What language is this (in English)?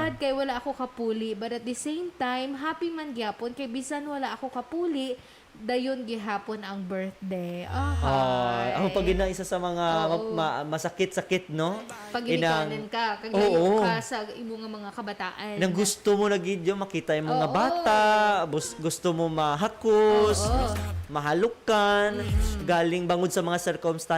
Hiligaynon